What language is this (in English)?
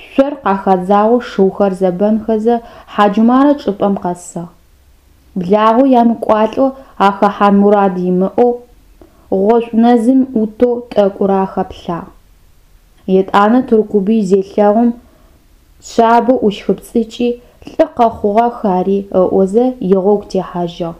Adyghe